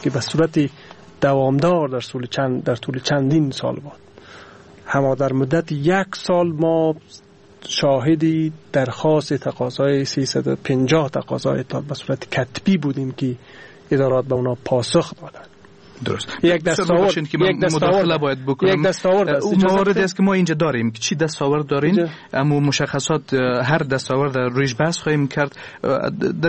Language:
Persian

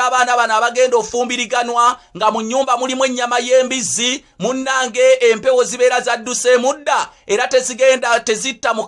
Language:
Ganda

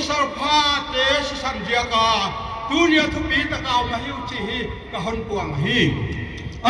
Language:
Paite Chin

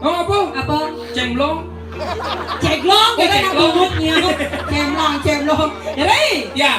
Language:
Balinese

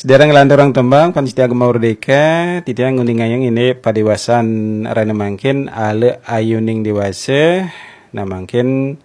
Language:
Balinese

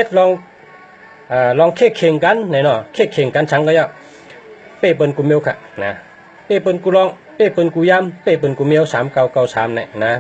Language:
Shan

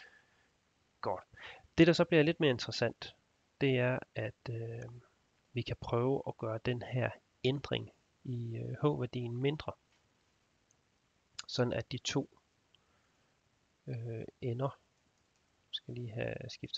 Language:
Danish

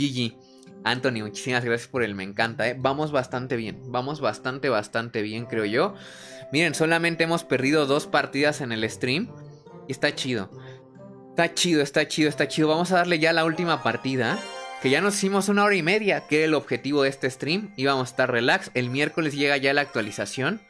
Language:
Spanish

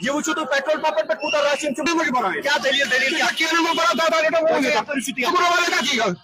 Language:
Kashmiri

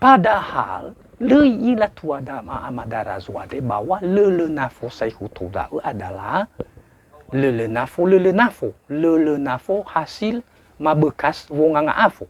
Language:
Nias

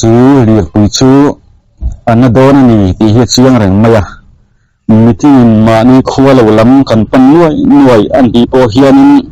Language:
Mizo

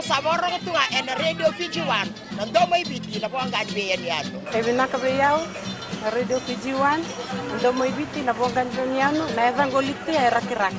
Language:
Fijian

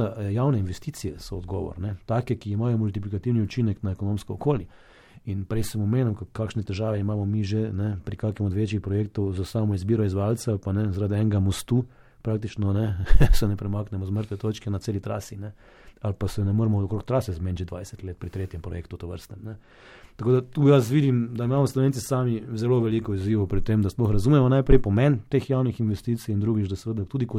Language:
Slovenian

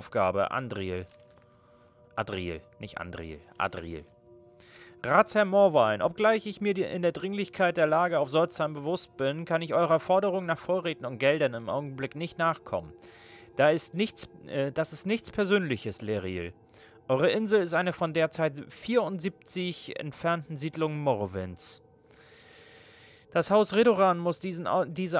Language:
German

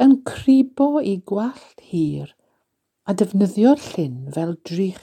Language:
Welsh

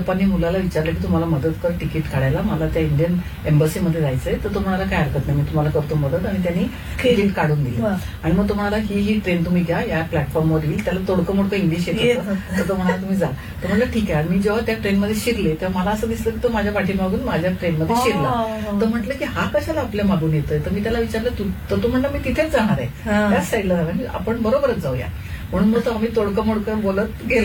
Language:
Marathi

